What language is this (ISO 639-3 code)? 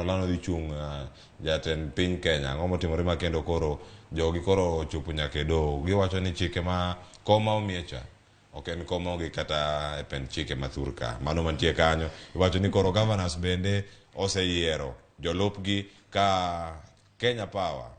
luo